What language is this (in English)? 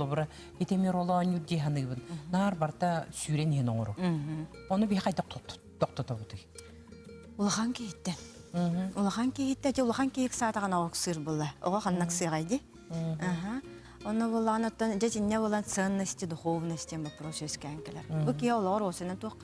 Yakut